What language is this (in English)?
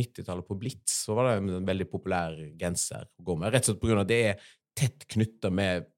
Norwegian